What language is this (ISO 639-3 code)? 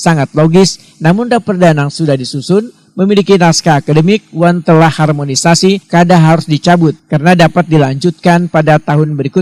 bjn